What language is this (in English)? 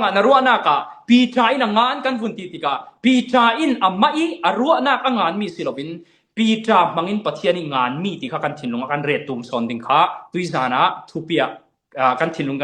Falam Chin